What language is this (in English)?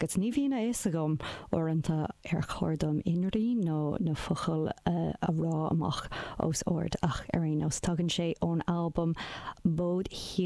Irish